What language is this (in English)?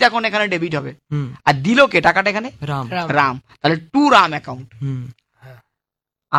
Bangla